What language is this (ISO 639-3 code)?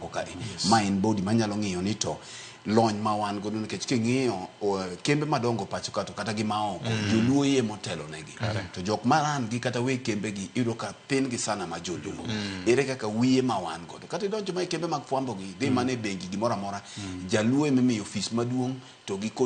luo